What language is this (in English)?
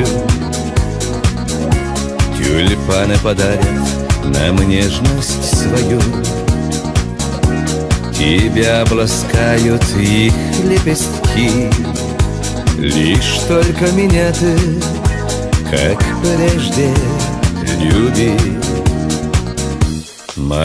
Russian